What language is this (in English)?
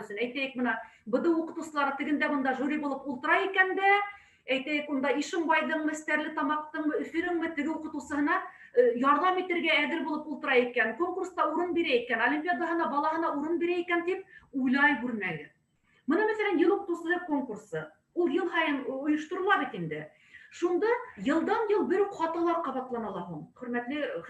Bashkir